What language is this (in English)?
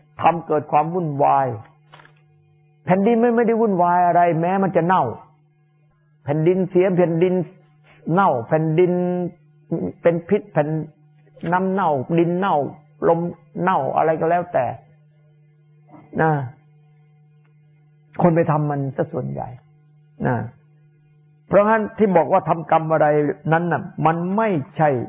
Thai